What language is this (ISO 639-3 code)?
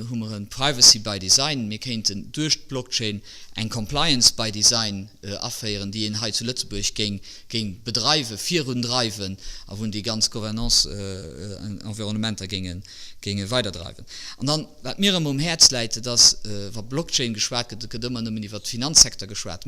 ltz